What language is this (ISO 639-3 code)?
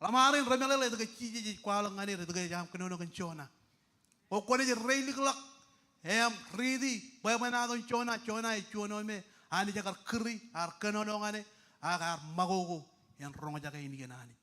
mah